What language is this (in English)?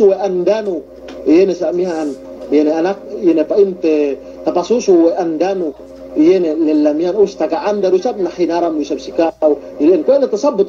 Yakan